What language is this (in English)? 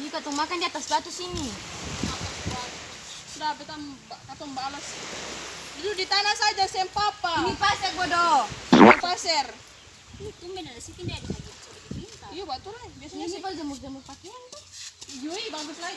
Ambonese Malay